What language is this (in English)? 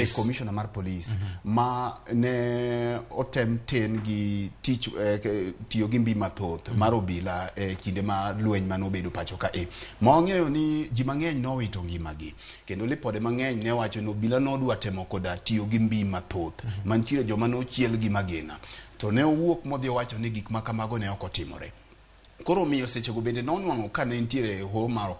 Luo (Kenya and Tanzania)